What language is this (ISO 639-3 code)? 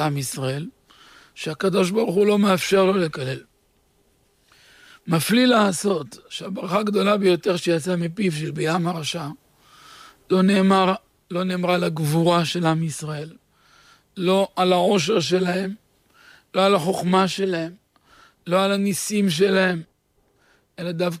heb